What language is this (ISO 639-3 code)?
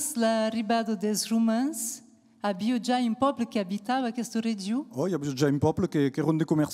oci